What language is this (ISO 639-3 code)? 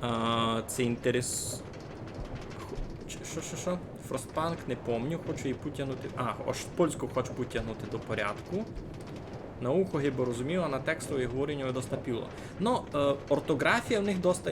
rue